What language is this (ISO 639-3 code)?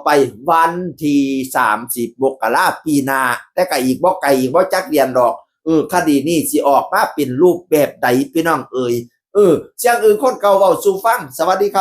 tts